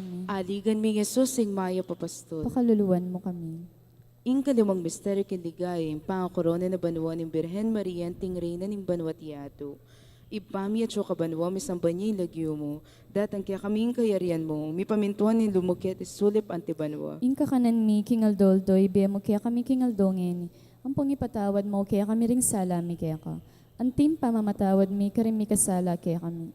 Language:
Pampanga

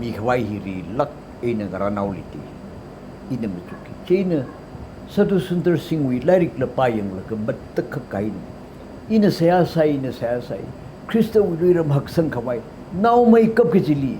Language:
Tangkhul Naga (India)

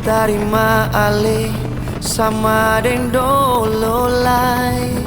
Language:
Ambonese Malay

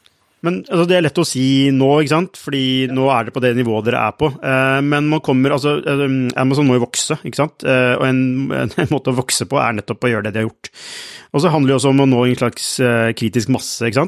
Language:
Norwegian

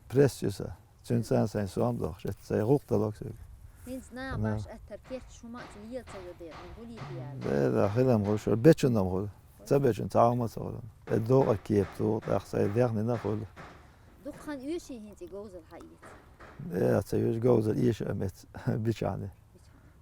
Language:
Chechen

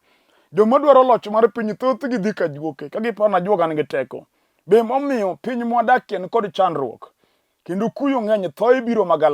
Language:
Luo (Kenya and Tanzania)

